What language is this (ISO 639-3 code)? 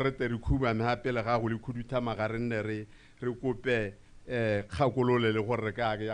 tsn